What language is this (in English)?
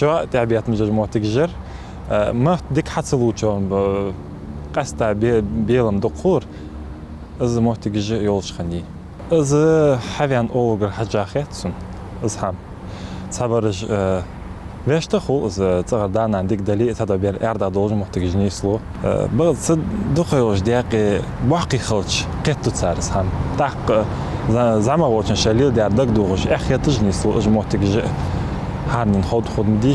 Ingush